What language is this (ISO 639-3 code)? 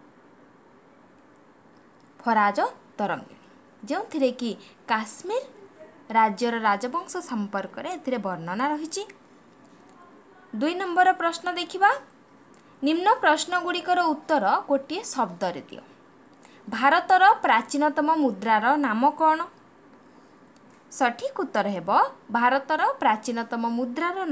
ori